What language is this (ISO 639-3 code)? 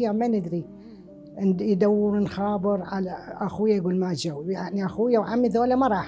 acm